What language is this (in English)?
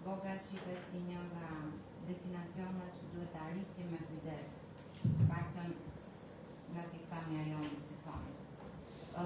Albanian